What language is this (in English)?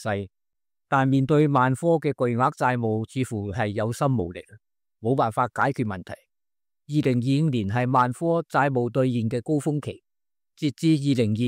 Cantonese